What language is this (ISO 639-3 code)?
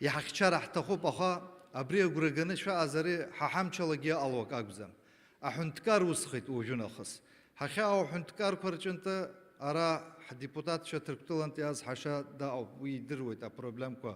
abk